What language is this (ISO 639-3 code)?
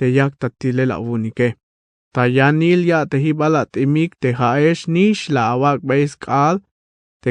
tzh